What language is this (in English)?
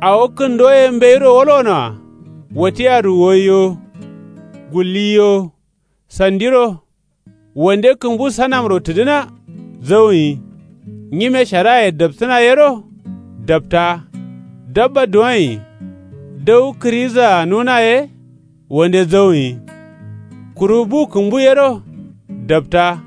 Kanuri